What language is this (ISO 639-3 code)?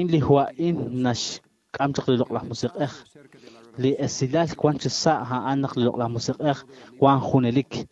kek